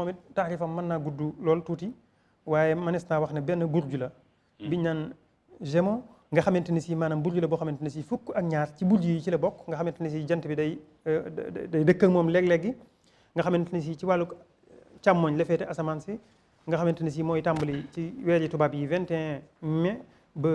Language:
Wolof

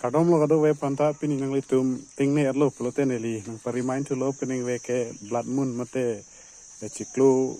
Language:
Karbi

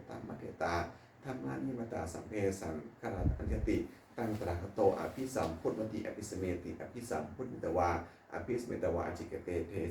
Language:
Pali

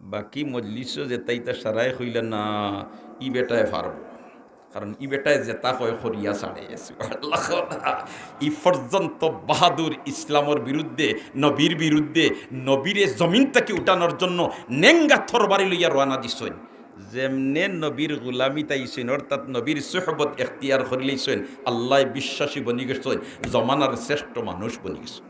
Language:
Sylheti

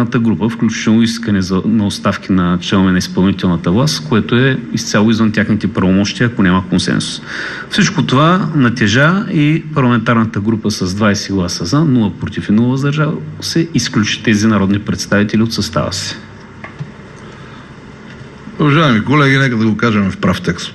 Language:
Bulgarian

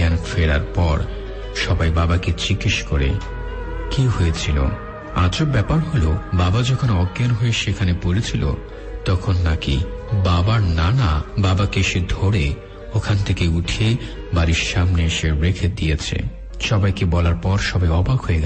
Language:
Bangla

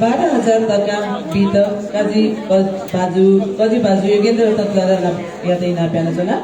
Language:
Newari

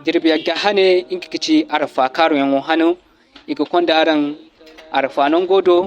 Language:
Zarma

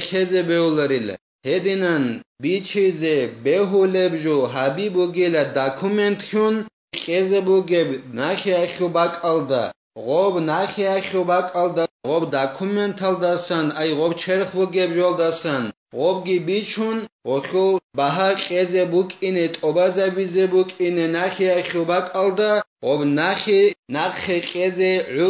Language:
Avaric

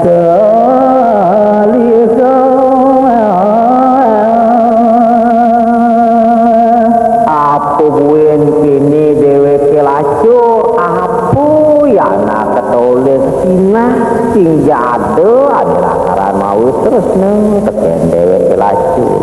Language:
Balinese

